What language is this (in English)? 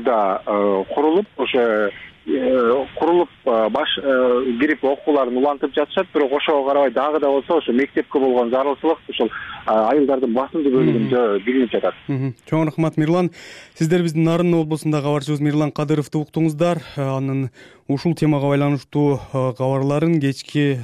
Kyrgyz